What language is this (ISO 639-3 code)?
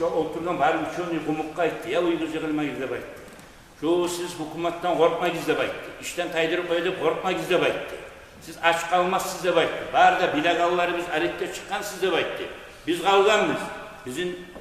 kum